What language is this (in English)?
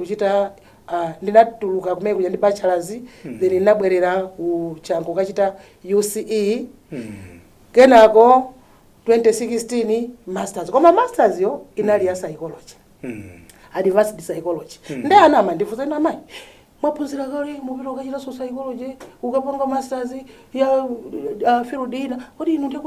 Nyanja